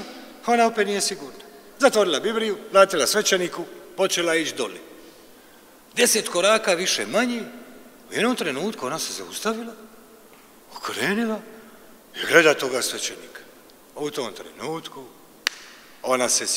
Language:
Croatian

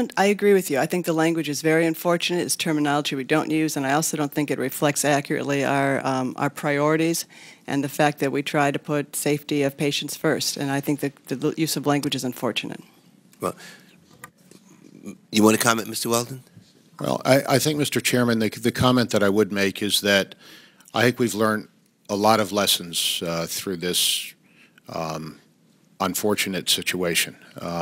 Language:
English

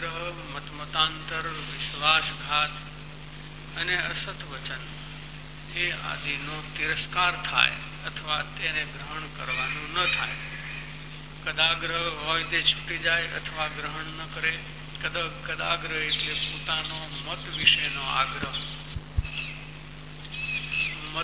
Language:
Gujarati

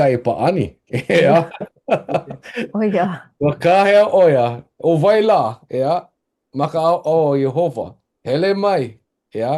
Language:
Hawaiian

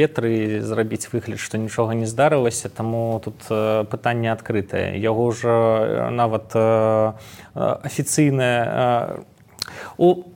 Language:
Belarusian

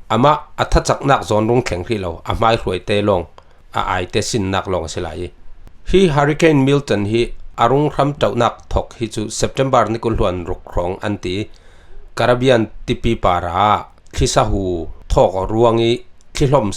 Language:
Falam Chin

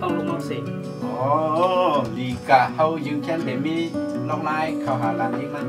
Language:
Shan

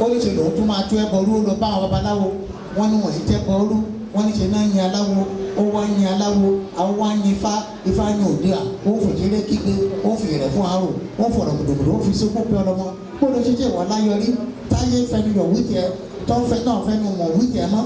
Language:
Yoruba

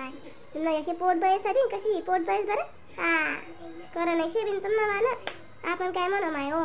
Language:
Khandesi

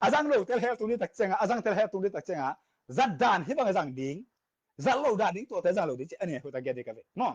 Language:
Tedim Chin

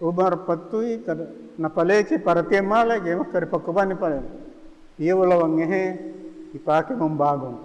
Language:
Buginese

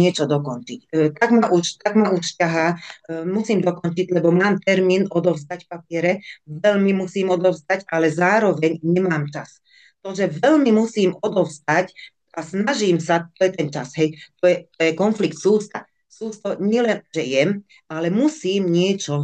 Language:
Slovak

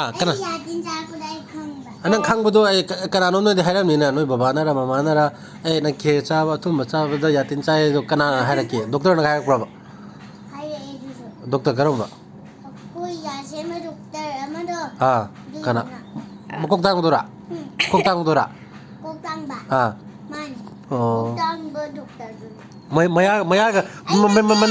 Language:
Manipuri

